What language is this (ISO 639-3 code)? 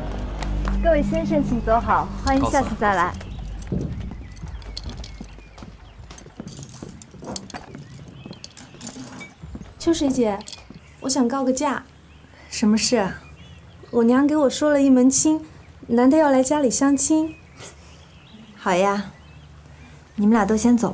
zho